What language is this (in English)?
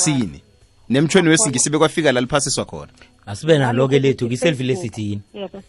South Ndebele